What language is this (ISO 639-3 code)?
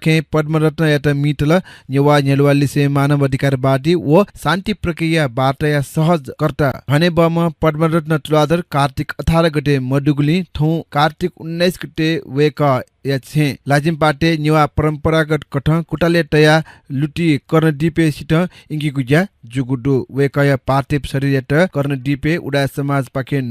new